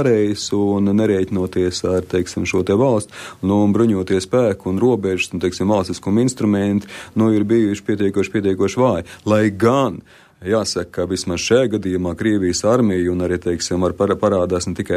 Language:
Latvian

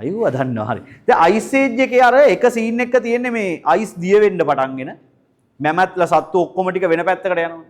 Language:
Sinhala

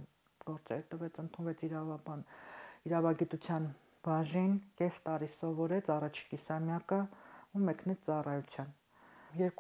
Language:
Armenian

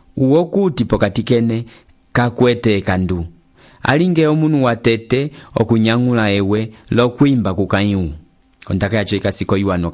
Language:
Umbundu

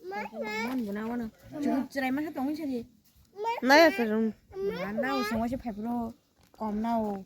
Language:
Kok Borok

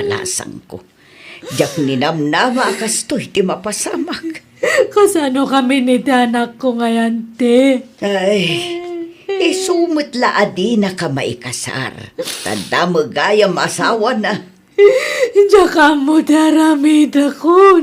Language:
Iloko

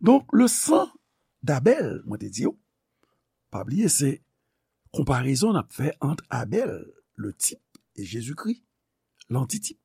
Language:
Haitian Creole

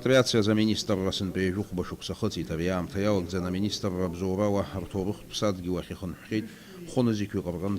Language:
Abkhazian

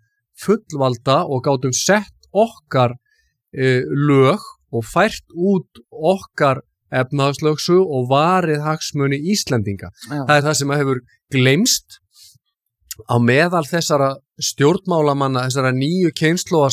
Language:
Icelandic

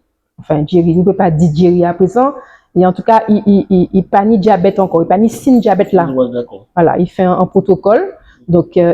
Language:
Guadeloupean Creole French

